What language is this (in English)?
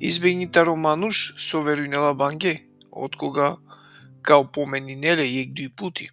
Balkan Romani